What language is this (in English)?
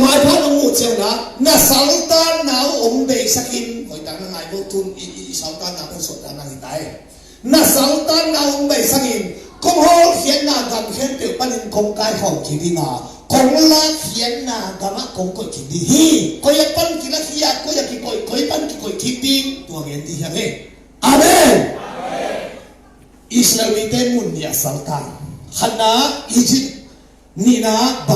Tedim Chin